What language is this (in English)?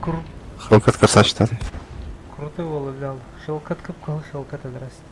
Yakut